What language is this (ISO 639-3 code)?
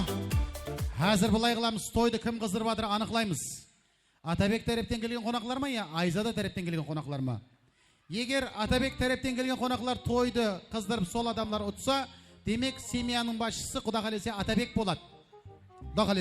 kaa